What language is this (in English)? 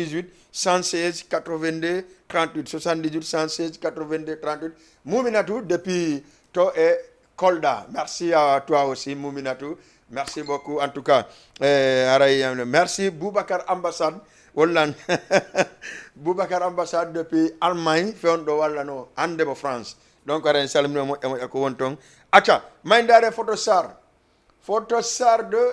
Fula